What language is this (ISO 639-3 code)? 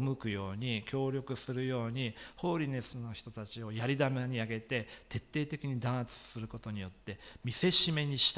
jpn